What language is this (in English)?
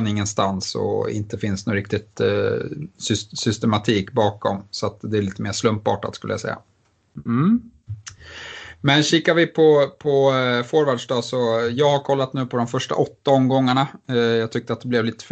Swedish